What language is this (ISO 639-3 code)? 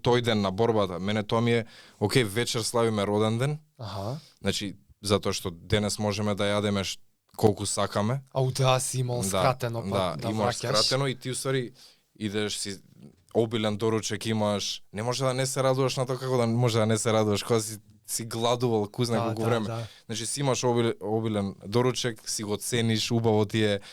mkd